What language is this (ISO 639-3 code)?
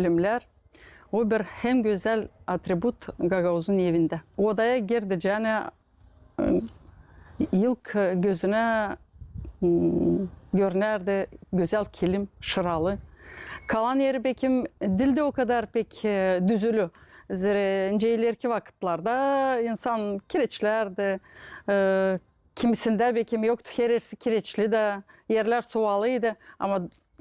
gag